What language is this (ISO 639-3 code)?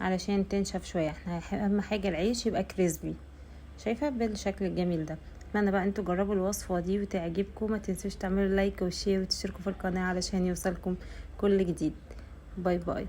arz